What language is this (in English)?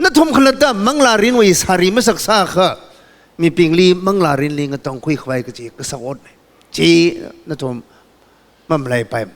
Tangkhul Naga (India)